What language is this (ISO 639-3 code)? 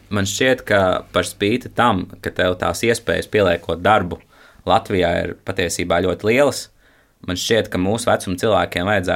lav